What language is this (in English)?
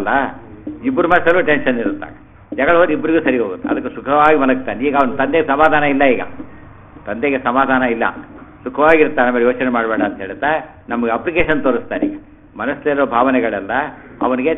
Kannada